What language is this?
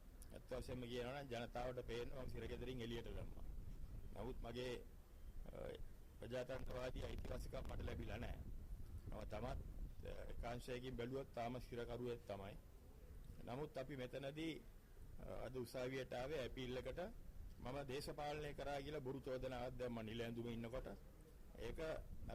Sinhala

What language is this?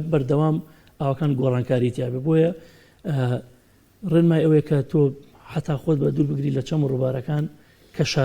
Central Kurdish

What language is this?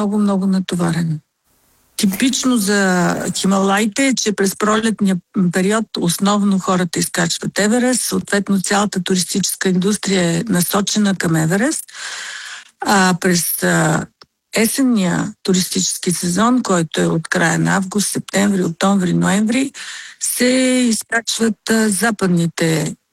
Bulgarian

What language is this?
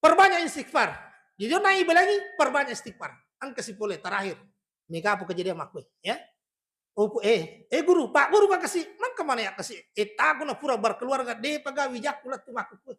Buginese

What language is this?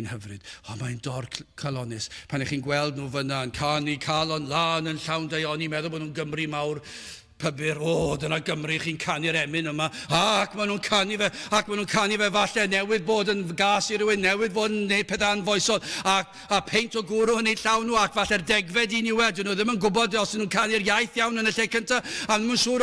Welsh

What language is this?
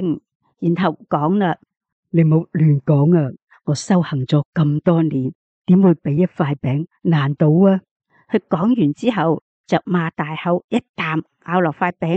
Cantonese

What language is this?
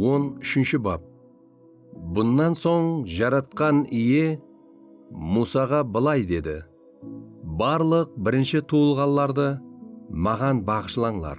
Kara-Kalpak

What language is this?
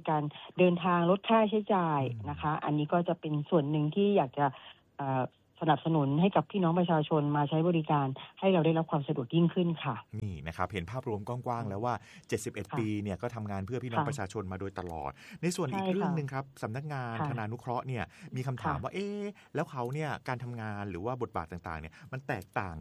Thai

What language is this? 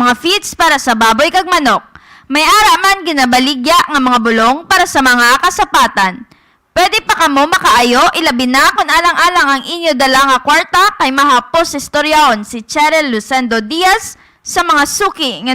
Hiligaynon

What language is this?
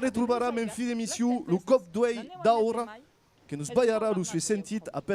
Occitan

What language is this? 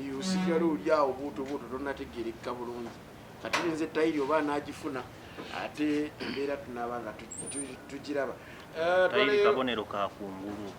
Ganda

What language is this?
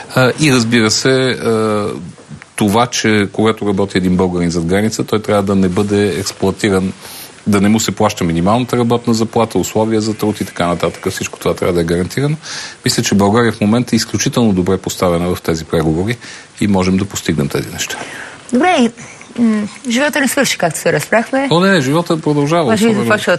Bulgarian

